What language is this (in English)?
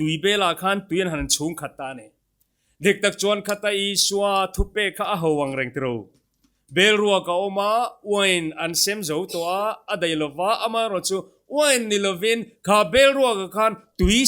Mizo